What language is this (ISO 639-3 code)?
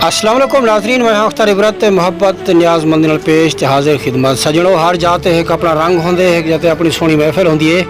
skr